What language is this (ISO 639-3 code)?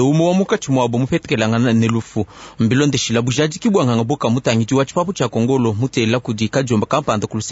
lua